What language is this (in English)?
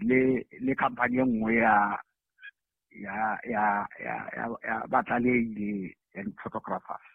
Southern Sotho